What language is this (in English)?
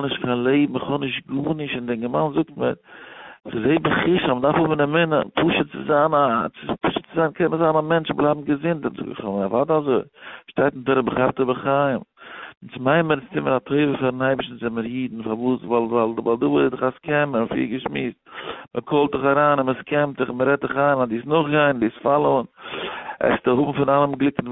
Yiddish